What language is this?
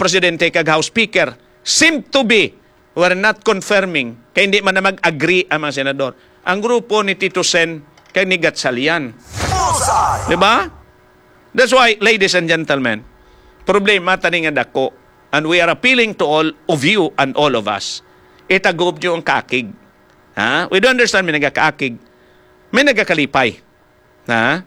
Hiligaynon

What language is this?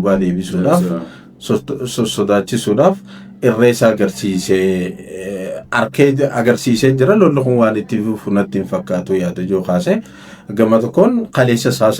Oromo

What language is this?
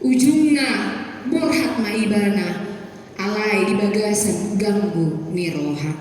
Batak Toba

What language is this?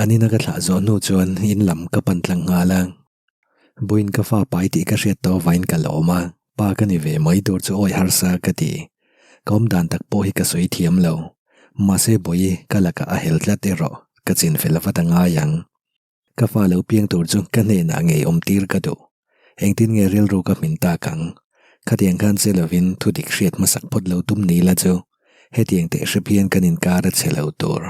Mizo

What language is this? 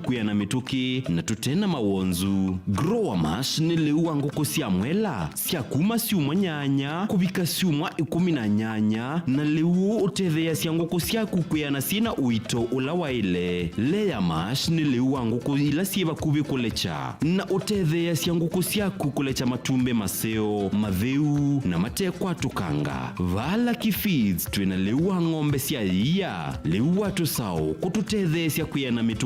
Kamba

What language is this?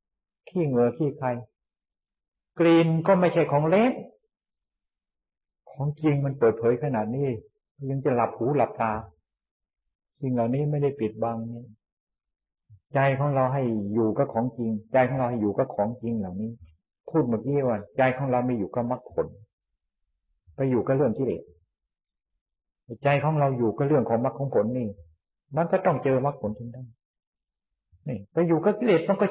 Thai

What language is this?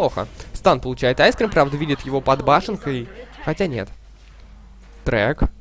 Russian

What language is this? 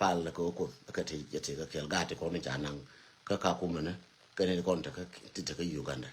Nuer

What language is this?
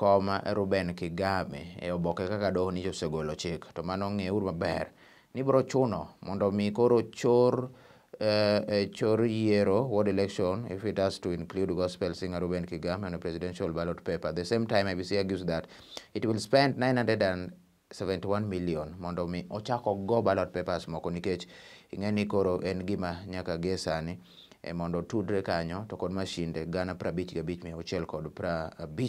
Luo (Kenya and Tanzania)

